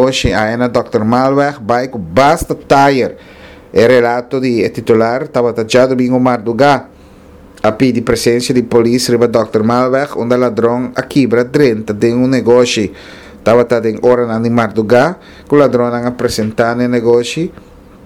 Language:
Papiamento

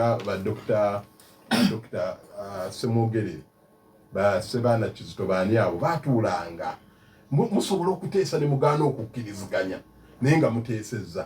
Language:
Ganda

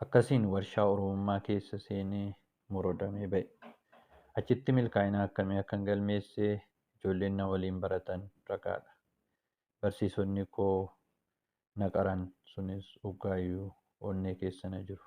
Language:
Oromo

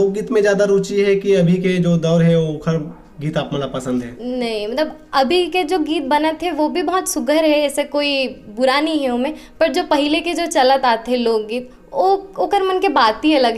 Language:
Chhattisgarhi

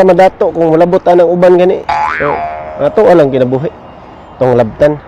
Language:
Cebuano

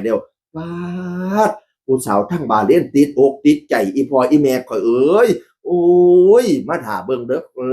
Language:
Northeastern Thai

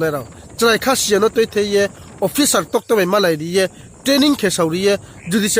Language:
Riang (India)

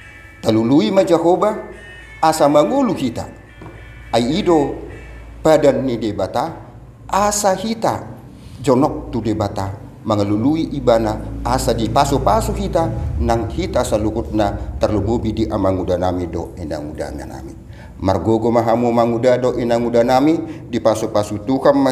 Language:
Batak Toba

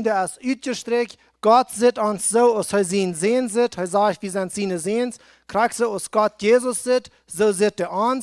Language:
Plautdietsch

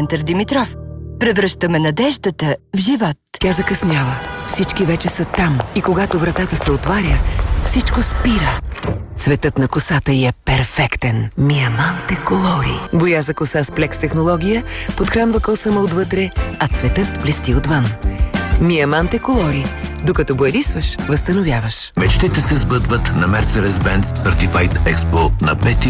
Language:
Bulgarian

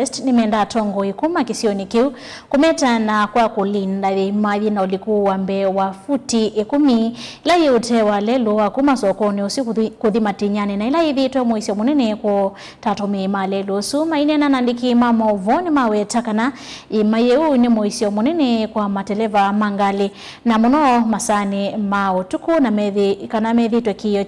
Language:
Kamba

